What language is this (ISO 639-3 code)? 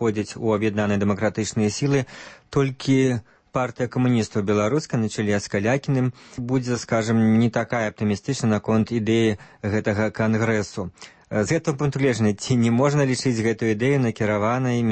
bel